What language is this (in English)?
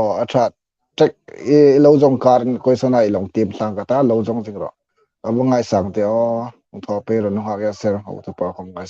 Hmar